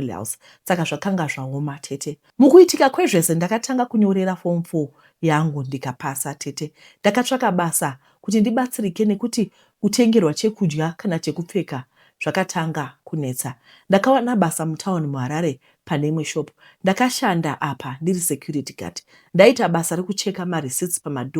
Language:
Shona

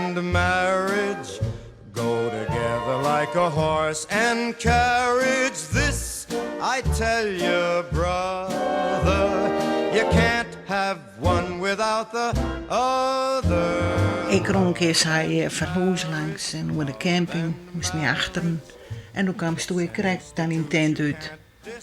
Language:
Western Frisian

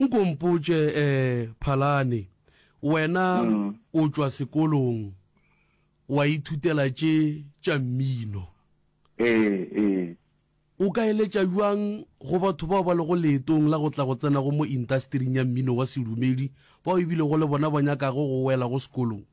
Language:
Northern Sotho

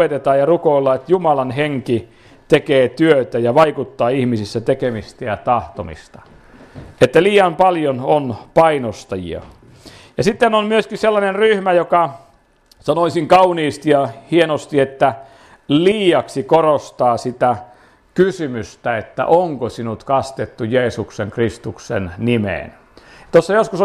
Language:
Finnish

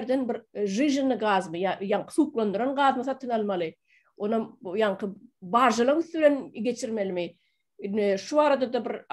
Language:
Turkmen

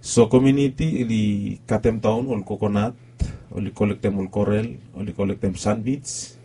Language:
Bislama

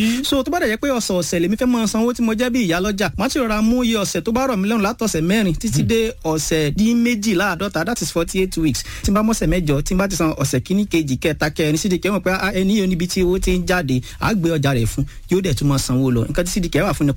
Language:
Yoruba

